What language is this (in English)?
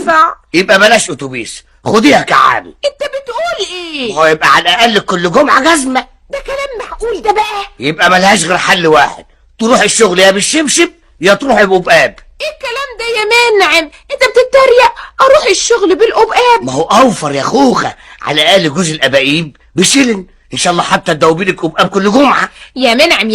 Egyptian Arabic